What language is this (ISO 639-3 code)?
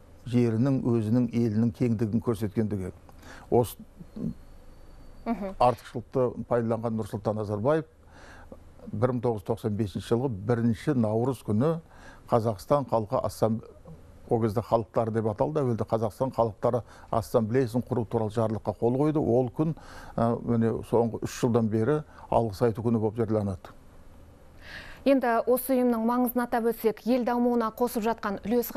kaz